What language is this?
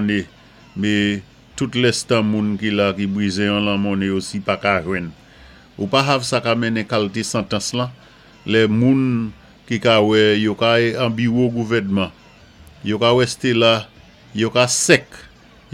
Saint Lucian Creole French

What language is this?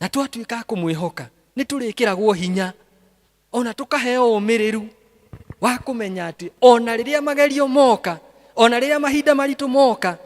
Kikuyu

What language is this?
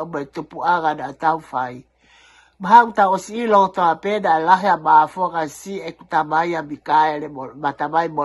Tongan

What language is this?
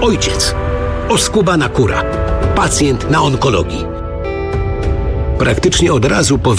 Polish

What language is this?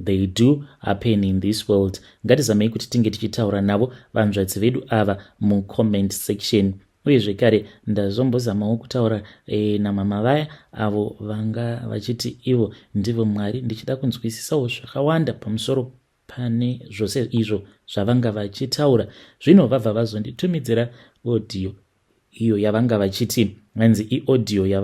Shona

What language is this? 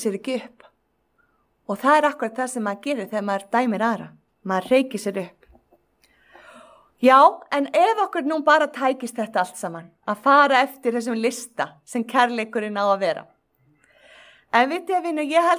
Icelandic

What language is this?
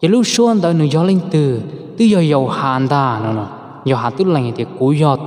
Hmong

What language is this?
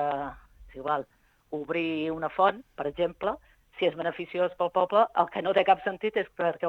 Catalan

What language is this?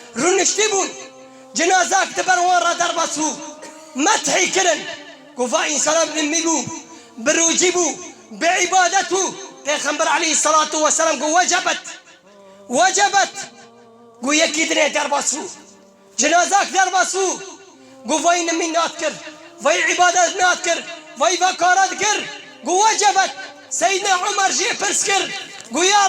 Kurdish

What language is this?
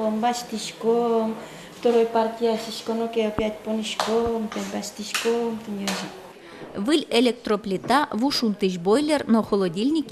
Udmurt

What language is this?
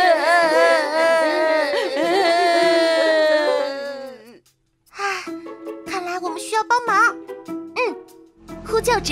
Chinese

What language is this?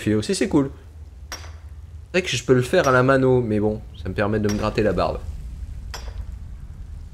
French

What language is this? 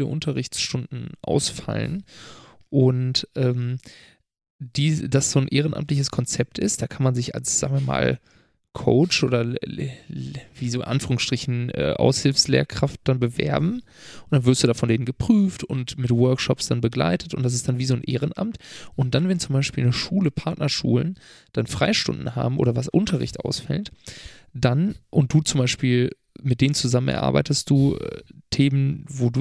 German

